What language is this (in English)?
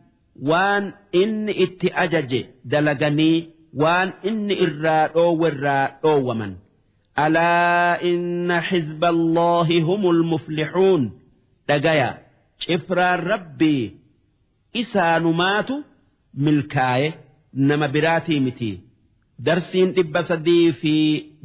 Oromo